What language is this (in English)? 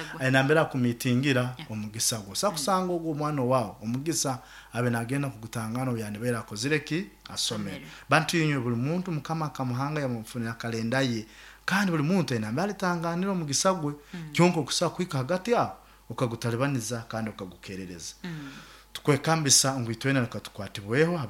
Nyoro